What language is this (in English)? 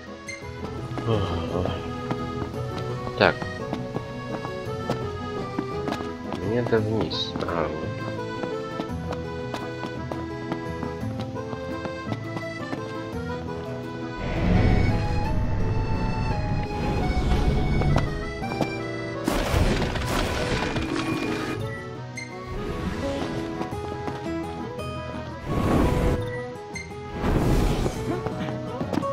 Russian